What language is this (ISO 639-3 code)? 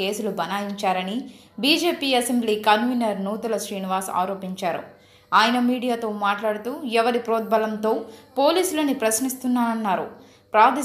tel